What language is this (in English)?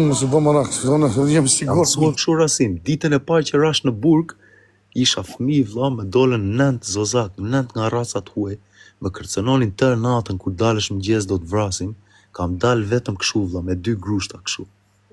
Albanian